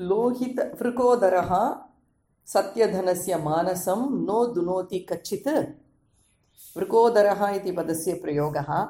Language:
Sanskrit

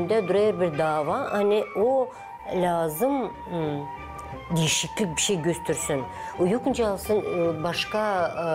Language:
Gagauz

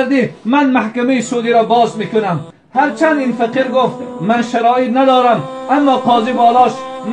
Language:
Tajik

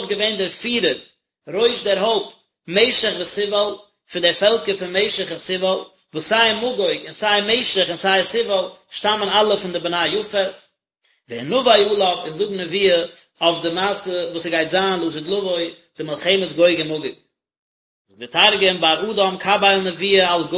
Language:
Yiddish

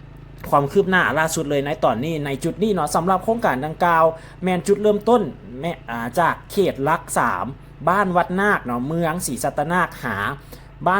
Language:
Lao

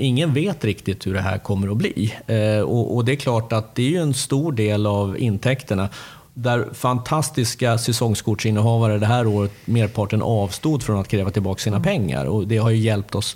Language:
Swedish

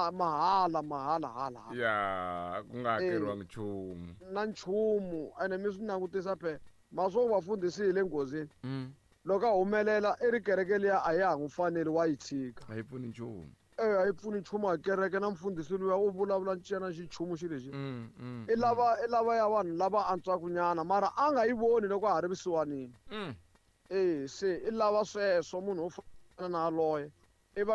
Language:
Tsonga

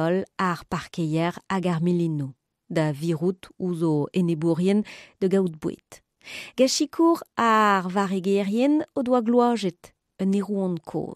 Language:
Breton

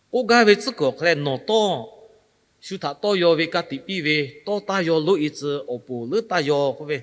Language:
Lahu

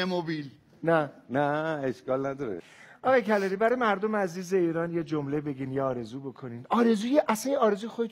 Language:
Persian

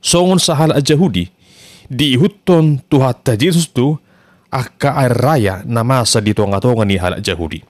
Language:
Batak Toba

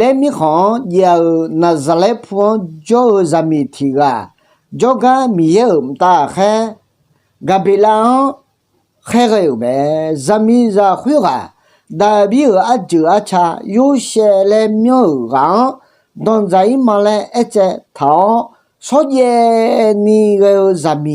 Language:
Akha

